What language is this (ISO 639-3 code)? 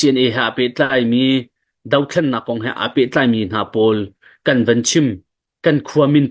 cnh